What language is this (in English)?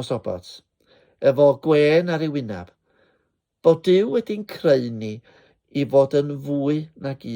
Welsh